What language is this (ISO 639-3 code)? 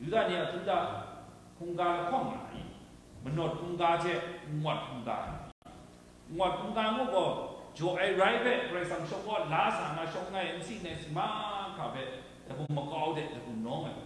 kac